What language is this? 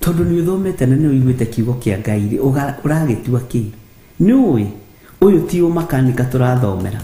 Kikuyu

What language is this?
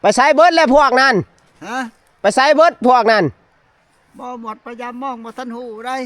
Northeastern Thai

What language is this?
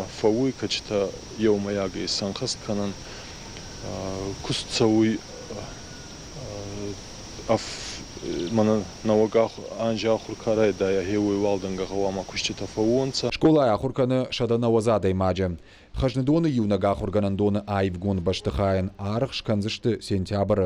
Ossetic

